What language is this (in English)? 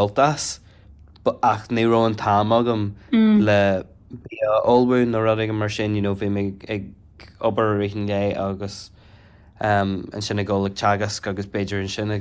Irish